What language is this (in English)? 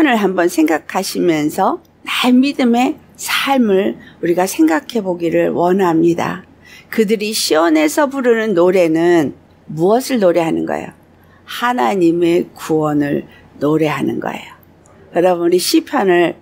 Korean